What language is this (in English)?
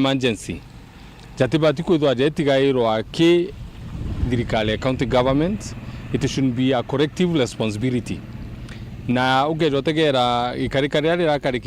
Meru